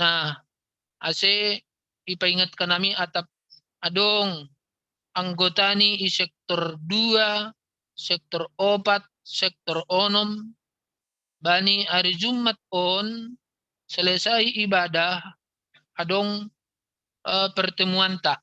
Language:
Batak Simalungun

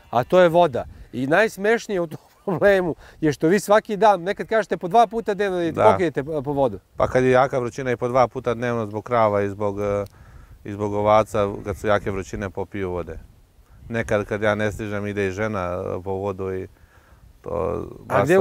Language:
Serbian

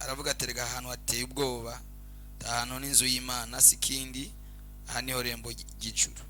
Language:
Rundi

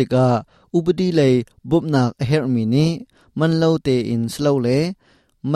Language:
Hakha Chin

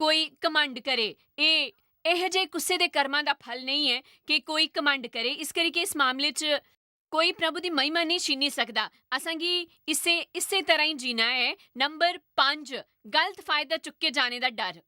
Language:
Dogri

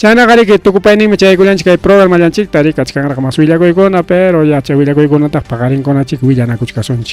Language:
Ayacucho Quechua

